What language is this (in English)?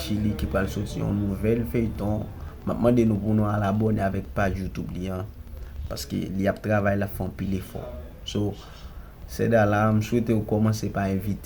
Haitian Creole